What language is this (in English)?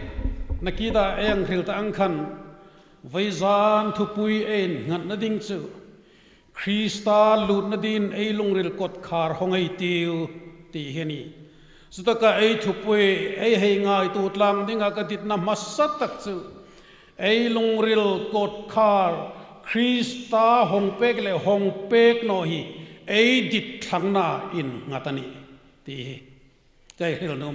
Hmar